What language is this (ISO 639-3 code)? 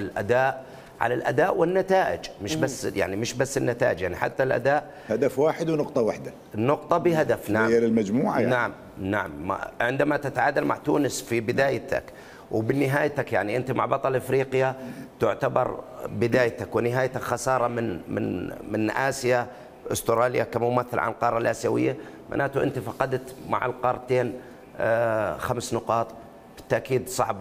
acm